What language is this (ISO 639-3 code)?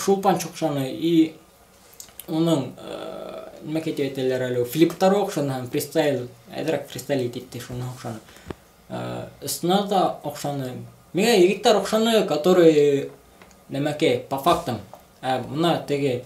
bak